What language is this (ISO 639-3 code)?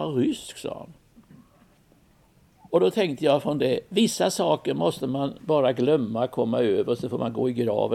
swe